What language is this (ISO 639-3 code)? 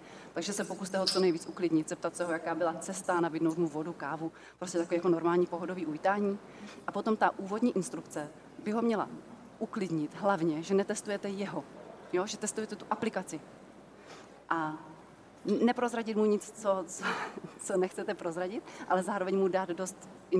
ces